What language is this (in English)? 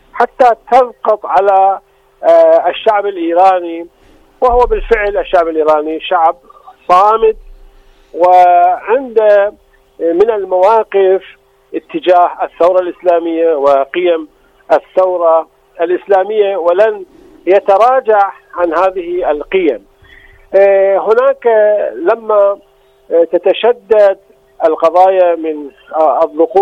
Arabic